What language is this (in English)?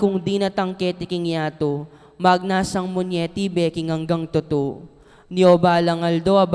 Pampanga